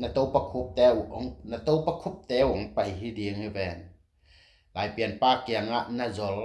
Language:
Tedim Chin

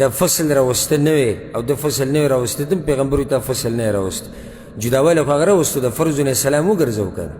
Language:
Pashto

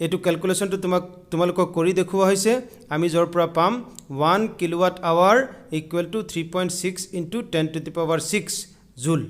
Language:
Assamese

